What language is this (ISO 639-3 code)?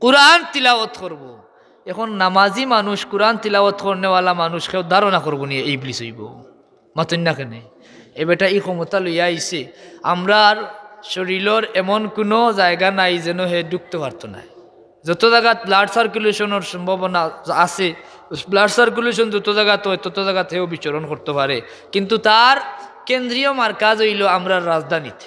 syl